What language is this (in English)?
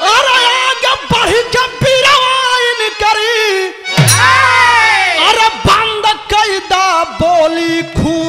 Bhojpuri